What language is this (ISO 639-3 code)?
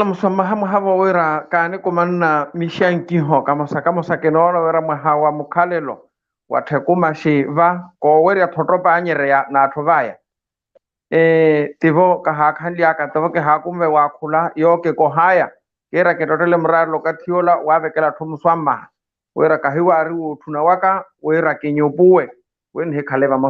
vmw